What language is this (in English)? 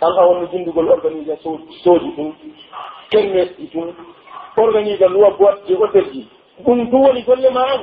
Pular